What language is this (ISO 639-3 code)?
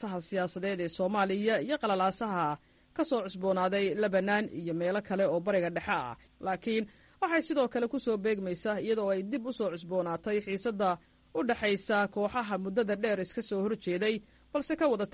som